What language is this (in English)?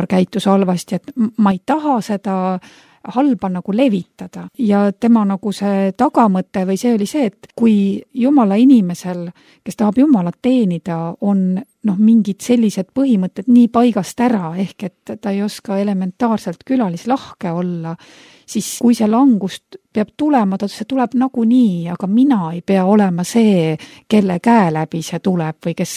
Estonian